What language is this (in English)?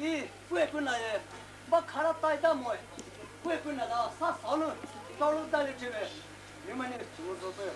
Poumei Naga